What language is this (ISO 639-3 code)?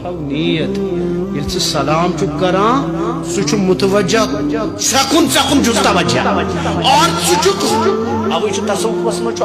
kas